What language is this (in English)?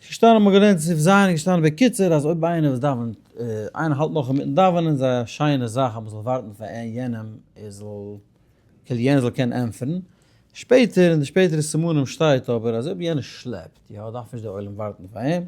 Yiddish